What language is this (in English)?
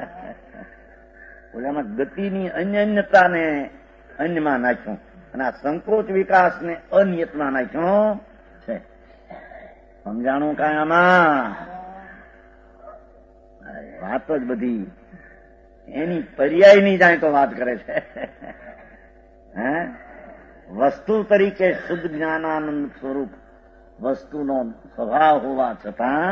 Gujarati